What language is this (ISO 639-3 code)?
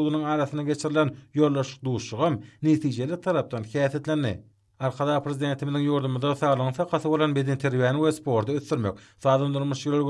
tuk